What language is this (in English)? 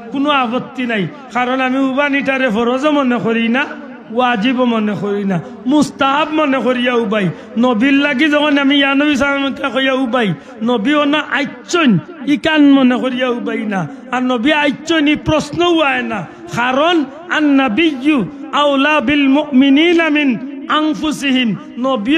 Sylheti